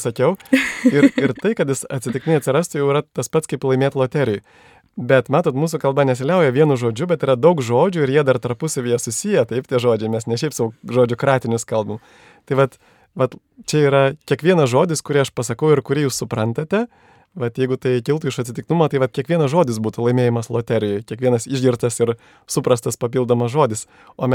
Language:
Lithuanian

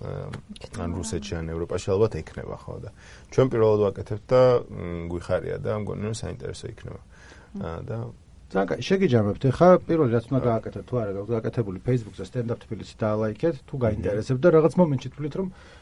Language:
Georgian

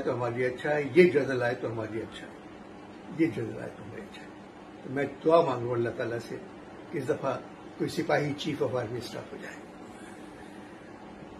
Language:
Urdu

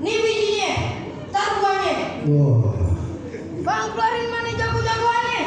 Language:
Betawi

